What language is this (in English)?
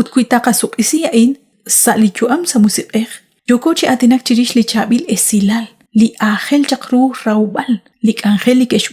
Kekchí